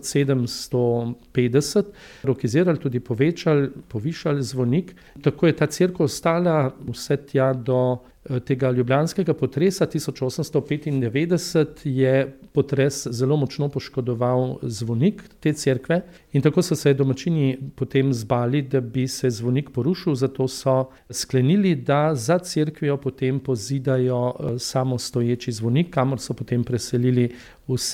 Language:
Slovenian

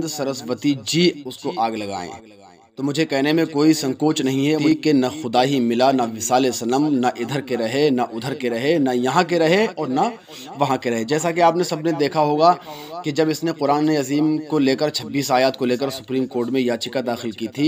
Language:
Urdu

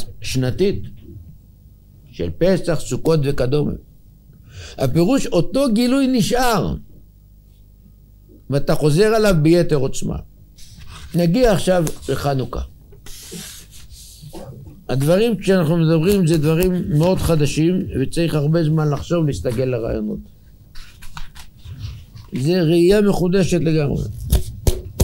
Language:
Hebrew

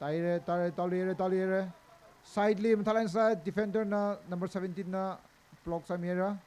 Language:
Tangkhul Naga (India)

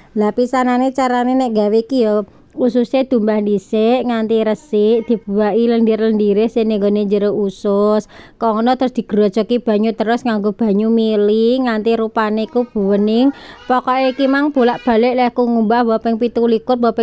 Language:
Javanese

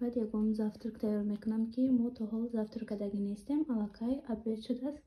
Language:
Tajik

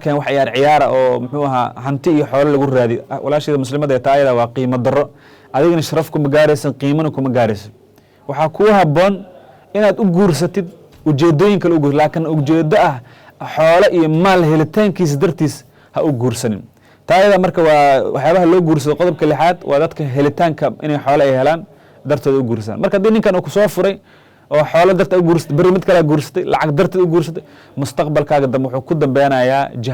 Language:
Somali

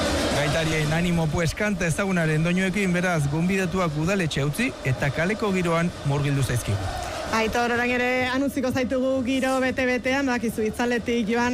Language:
Basque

